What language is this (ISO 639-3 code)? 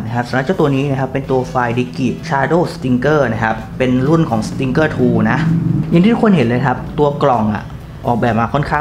tha